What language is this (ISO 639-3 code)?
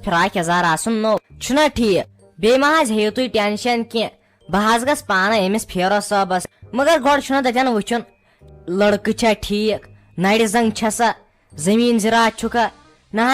kas